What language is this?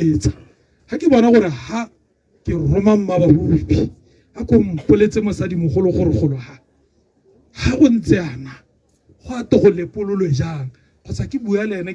Tswana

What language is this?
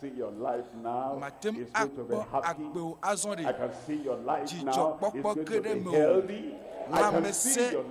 Ewe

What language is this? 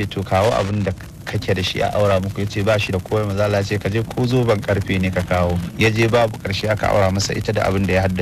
Hausa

